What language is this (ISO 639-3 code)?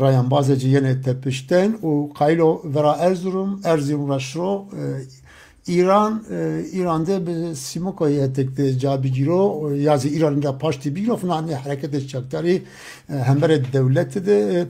zza